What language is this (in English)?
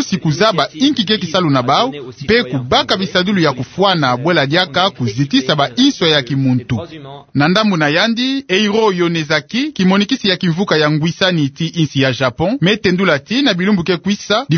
Kituba (Democratic Republic of Congo)